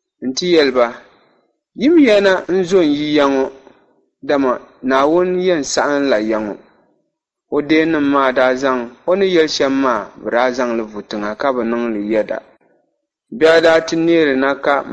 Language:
Dagbani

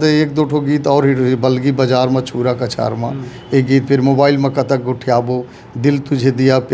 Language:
Chhattisgarhi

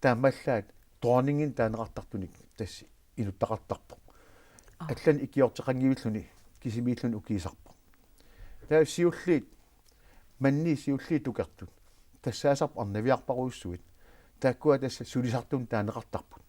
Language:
Kalaallisut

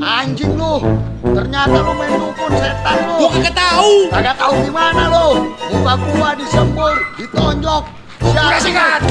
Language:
Betawi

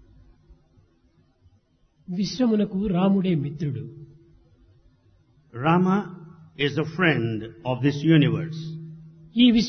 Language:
Telugu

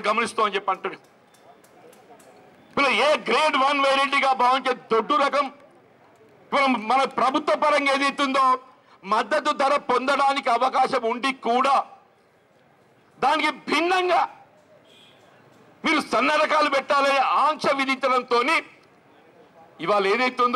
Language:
Telugu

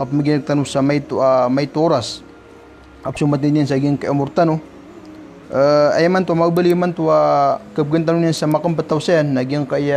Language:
Maranao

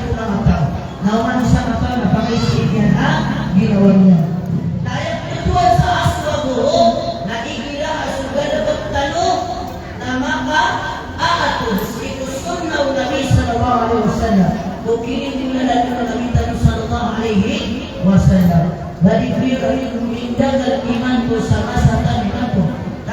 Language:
Maranao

